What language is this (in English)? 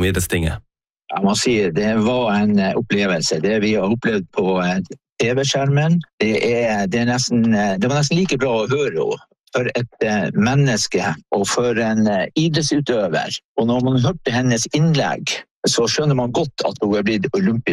Norwegian